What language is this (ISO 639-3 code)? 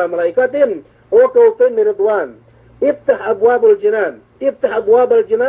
yka